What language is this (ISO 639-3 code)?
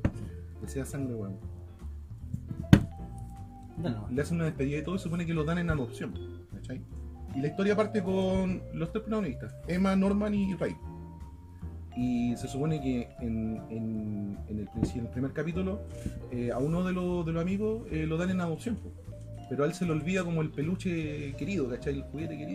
spa